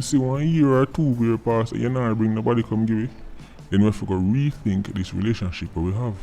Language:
Jamaican Creole English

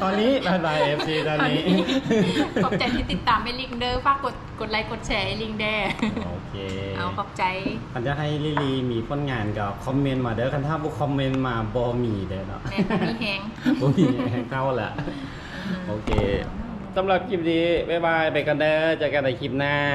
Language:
Lao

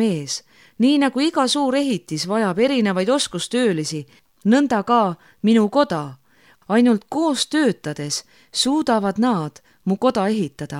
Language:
Estonian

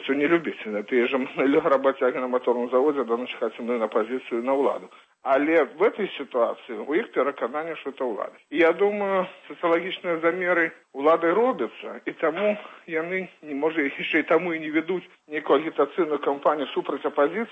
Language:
Belarusian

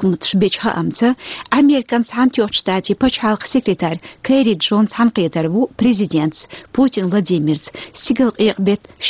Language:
Chechen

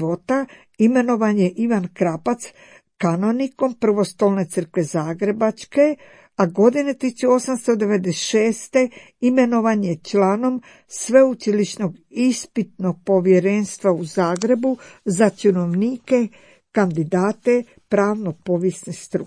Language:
Croatian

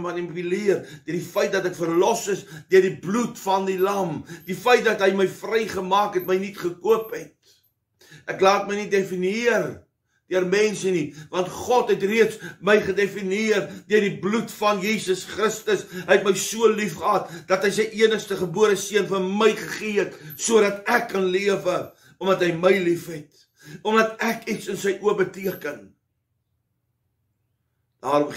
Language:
Afrikaans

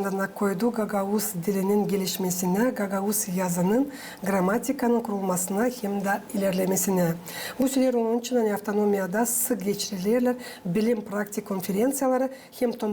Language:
Gagauz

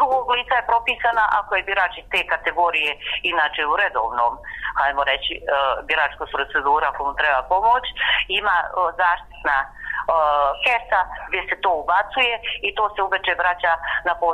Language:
Bosnian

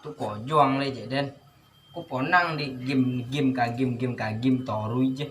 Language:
Minangkabau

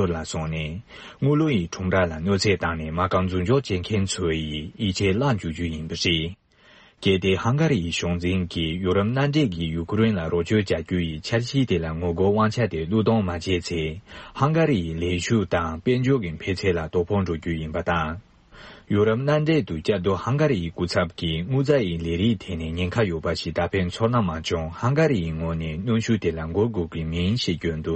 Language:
Tibetan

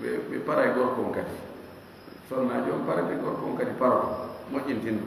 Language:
Fula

